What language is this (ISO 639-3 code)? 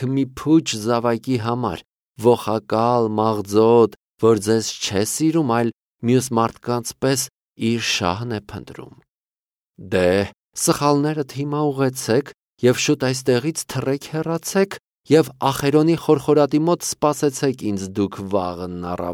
hye